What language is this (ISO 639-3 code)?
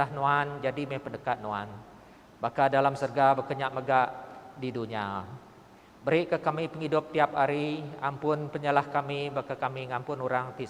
iba